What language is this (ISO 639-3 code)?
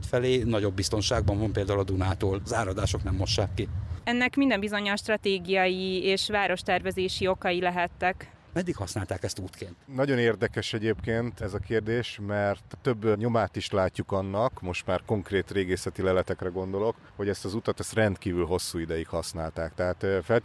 hun